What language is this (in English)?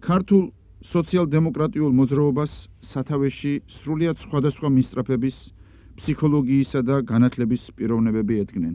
Georgian